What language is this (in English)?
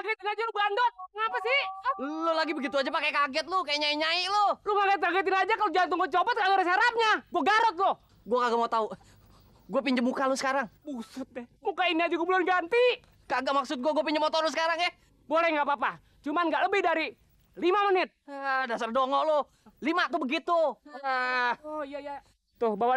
Betawi